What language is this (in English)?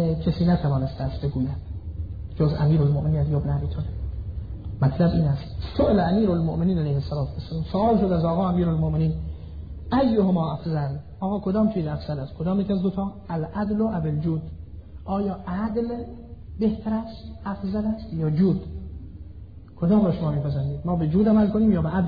Persian